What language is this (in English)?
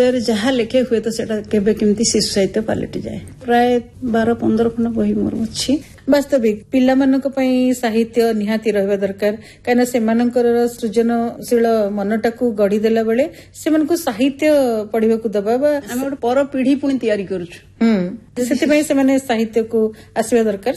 Odia